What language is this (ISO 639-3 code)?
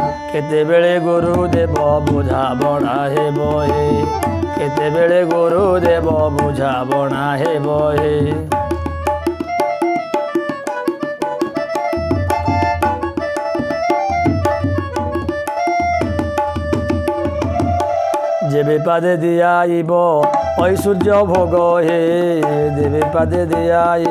ori